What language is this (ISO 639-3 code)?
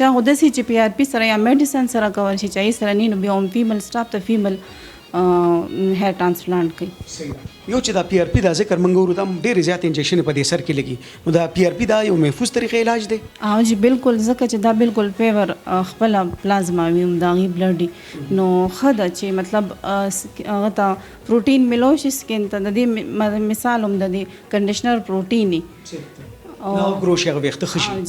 pus